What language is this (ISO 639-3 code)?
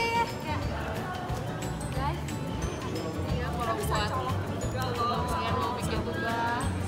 ind